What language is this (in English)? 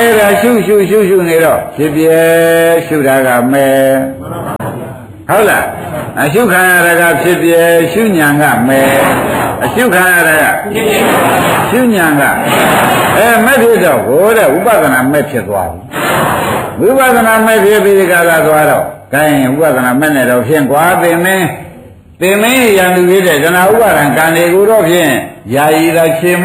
Burmese